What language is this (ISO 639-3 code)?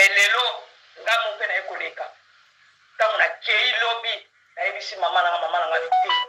lin